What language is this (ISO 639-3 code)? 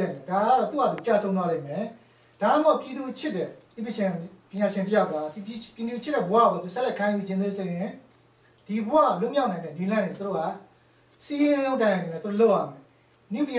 mya